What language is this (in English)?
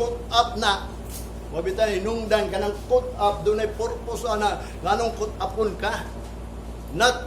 Cebuano